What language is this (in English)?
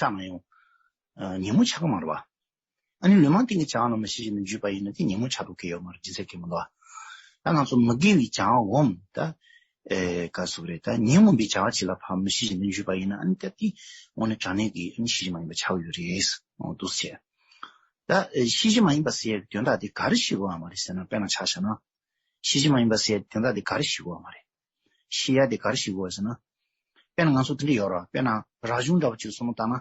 Tibetan